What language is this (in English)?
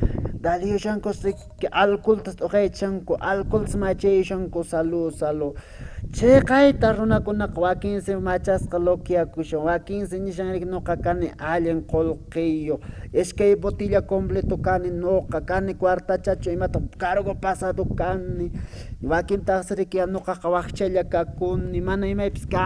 Quechua